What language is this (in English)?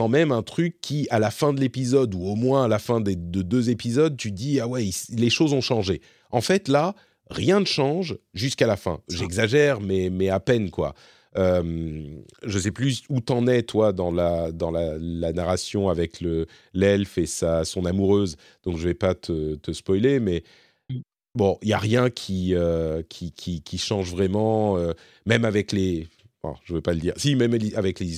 French